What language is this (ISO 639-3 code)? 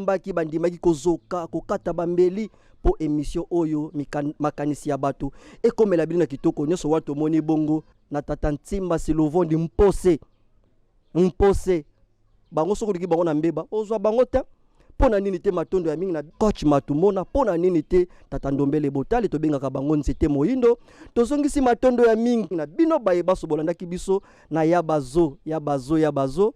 lin